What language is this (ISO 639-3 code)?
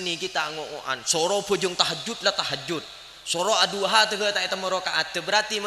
mad